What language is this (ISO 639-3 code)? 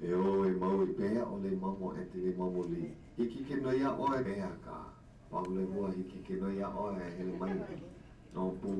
haw